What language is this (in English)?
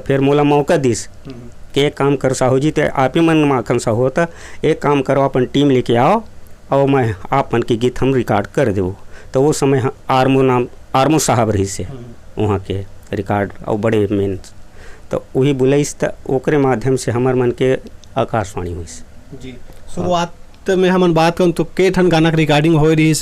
Chhattisgarhi